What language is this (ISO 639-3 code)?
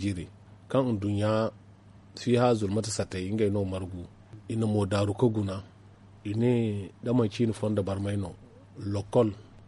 dje